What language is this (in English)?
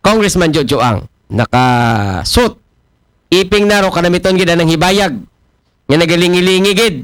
Aklanon